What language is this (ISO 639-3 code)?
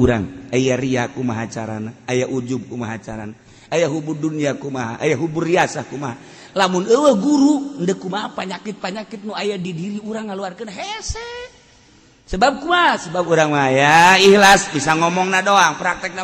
sun